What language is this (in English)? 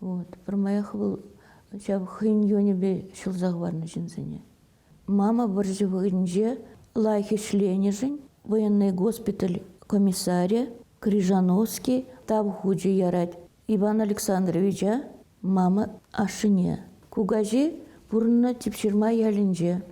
Chuvash